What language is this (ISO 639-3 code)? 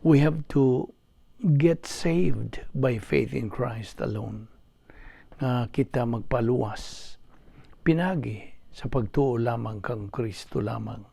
ceb